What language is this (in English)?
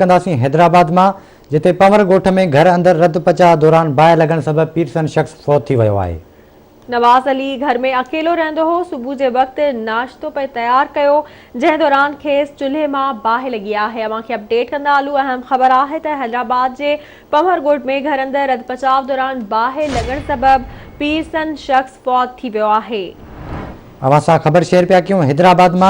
Sindhi